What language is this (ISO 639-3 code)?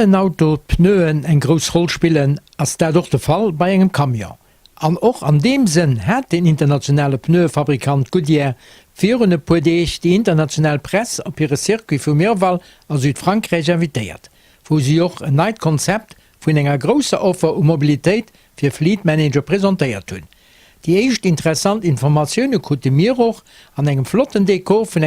ltz